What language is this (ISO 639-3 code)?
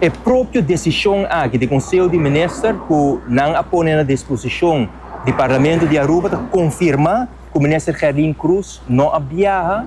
pap